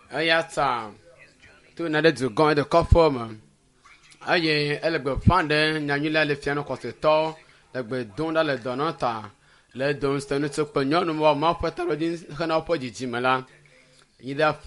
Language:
Ewe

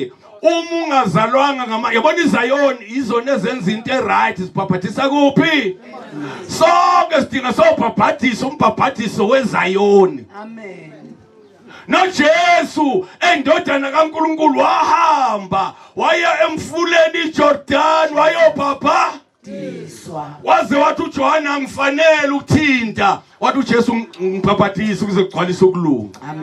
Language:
Zulu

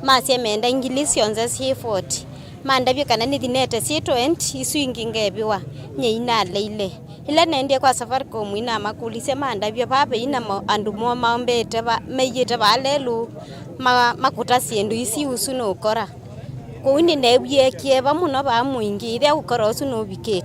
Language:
Kamba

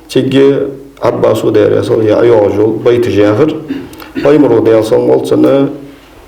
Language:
Ingush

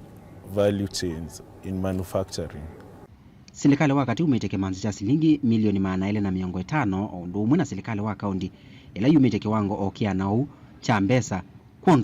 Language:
Kamba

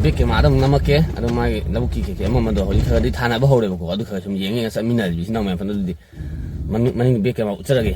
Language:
Manipuri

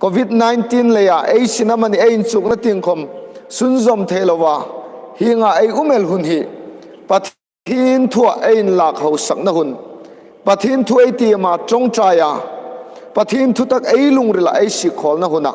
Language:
Hmar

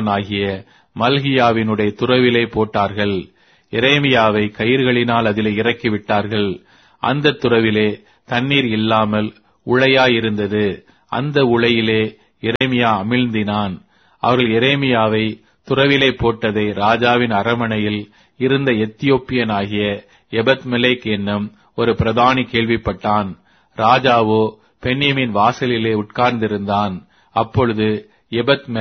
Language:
Tamil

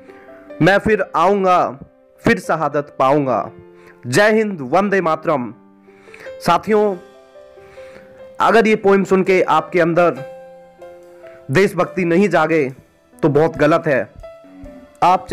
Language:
Hindi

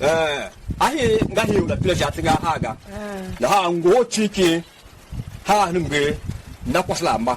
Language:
Tiv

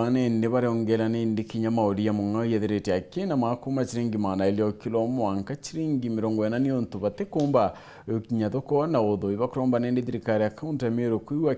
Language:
Meru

